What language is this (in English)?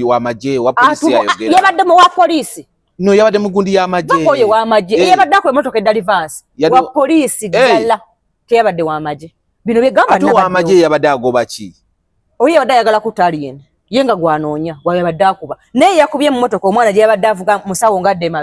Ganda